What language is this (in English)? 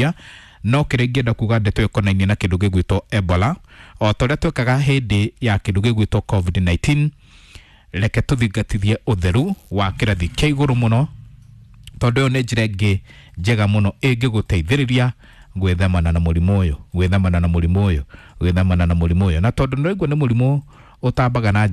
Kikuyu